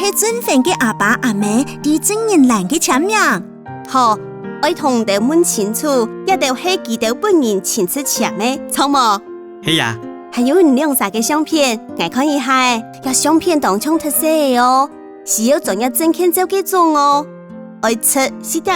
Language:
Hakka Chinese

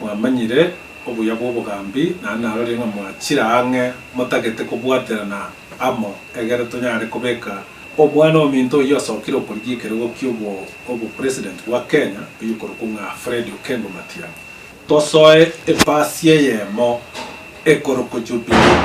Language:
Gusii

